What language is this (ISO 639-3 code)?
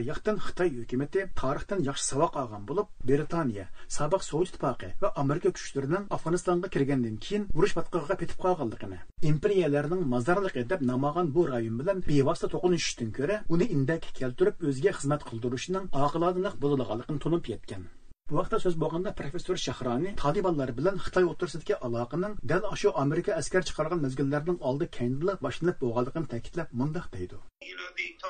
uig